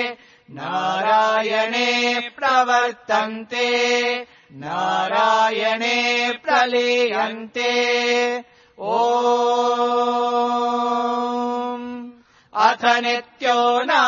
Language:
Sanskrit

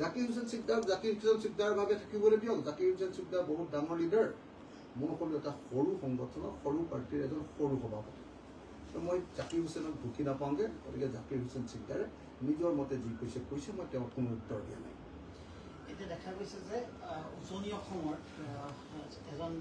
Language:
Assamese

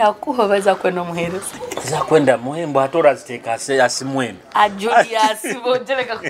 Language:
Nyoro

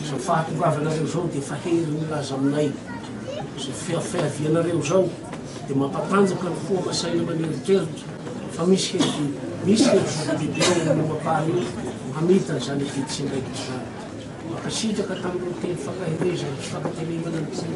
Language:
Malagasy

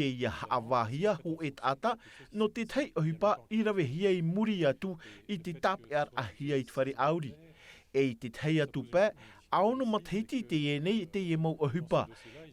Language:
Tahitian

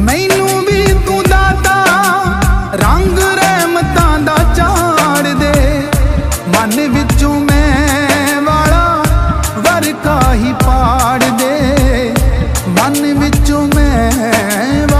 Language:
Punjabi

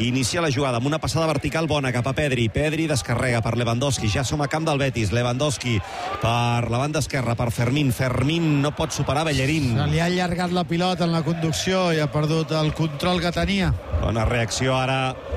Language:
Catalan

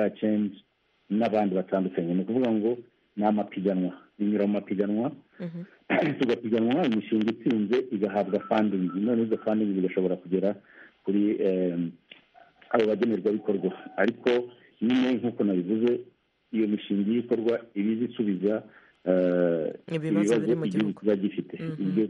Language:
Kinyarwanda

